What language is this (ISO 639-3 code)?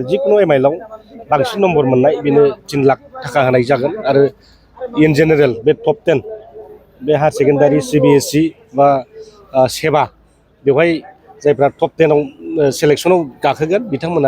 brx